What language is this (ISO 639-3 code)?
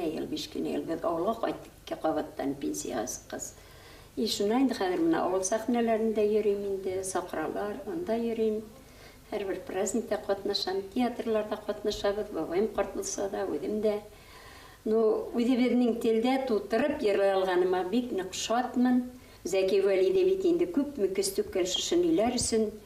bak